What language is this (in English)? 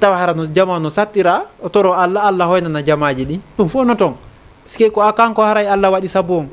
Fula